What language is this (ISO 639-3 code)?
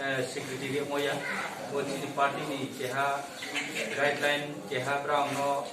trp